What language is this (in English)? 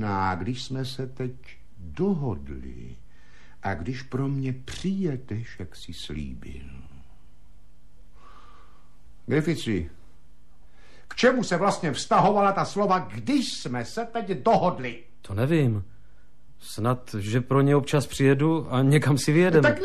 Czech